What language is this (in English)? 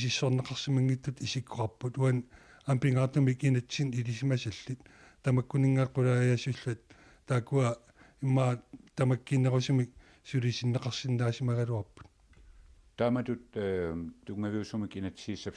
Kalaallisut